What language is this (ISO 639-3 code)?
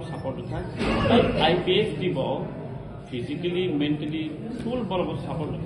trp